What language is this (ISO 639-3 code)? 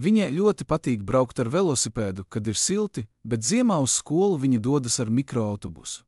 lav